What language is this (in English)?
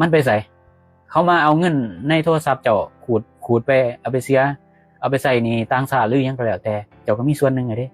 Lao